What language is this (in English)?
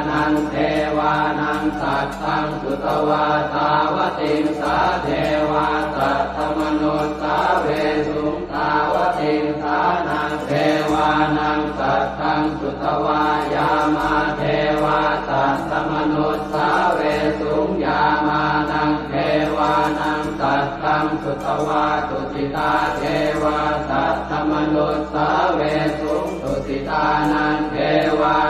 Pali